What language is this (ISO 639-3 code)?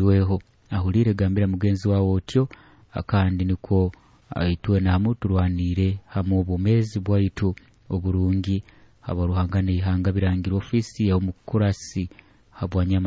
nyo